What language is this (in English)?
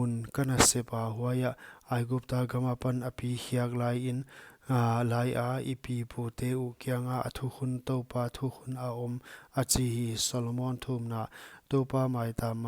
Paite Chin